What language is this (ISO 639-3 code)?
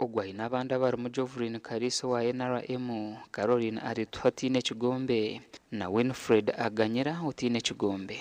nyn